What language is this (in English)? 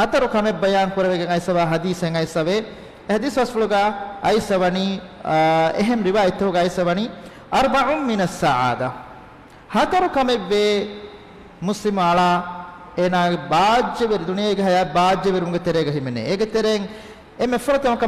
Divehi